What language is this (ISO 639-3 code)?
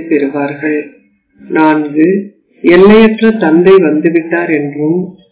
tam